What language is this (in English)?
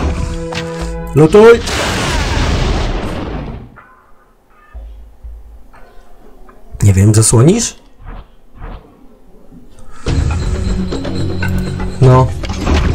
Polish